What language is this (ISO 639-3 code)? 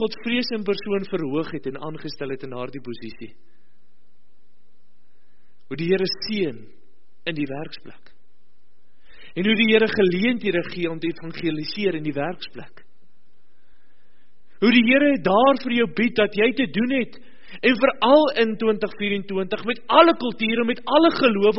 afr